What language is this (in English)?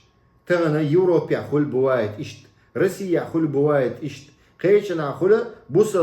Chechen